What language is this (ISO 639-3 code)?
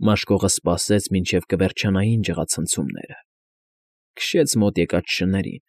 hye